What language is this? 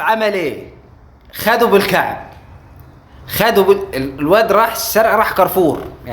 Egyptian Arabic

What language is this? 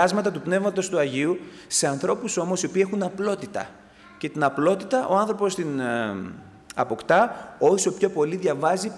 Greek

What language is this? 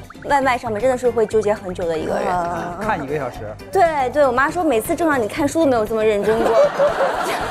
Chinese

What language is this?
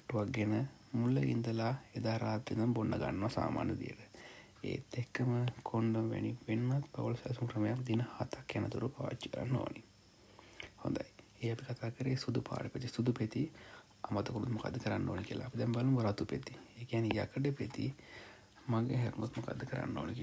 Sinhala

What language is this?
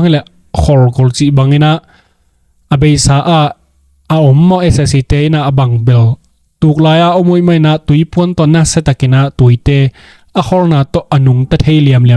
Tedim Chin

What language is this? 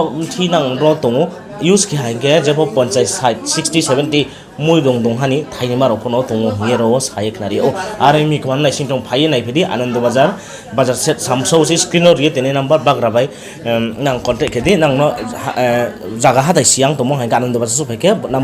Riang (India)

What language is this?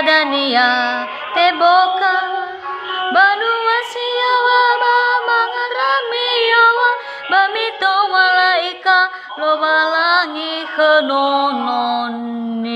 Nias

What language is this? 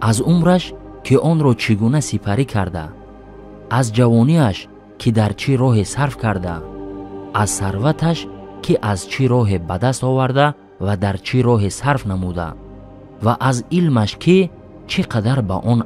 Tajik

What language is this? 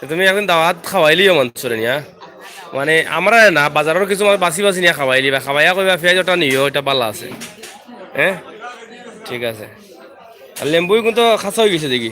Sylheti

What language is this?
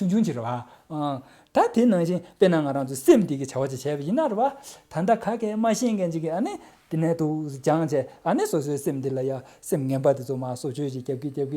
Tibetan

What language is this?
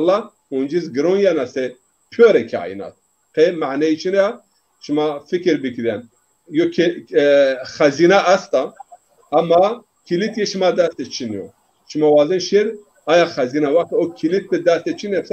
Zaza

